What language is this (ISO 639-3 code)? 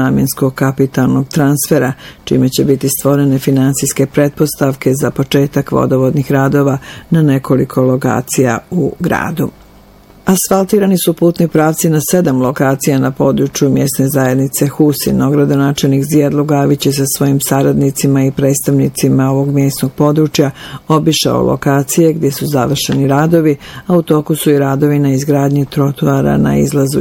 bos